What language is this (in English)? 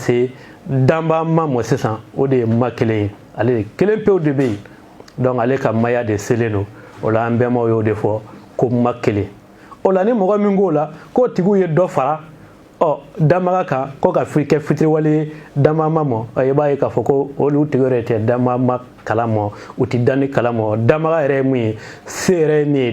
Bambara